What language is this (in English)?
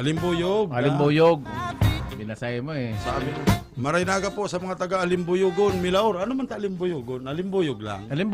Bikol